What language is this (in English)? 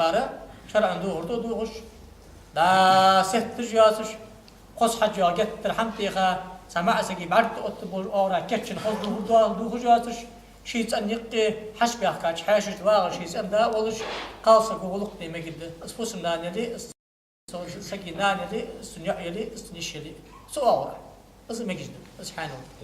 Ingush